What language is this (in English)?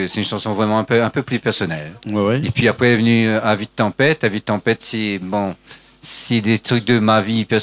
Réunion Creole French